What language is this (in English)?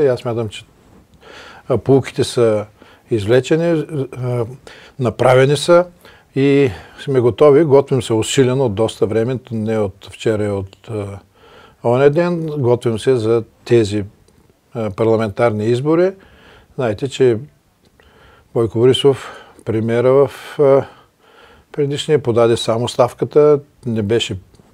Bulgarian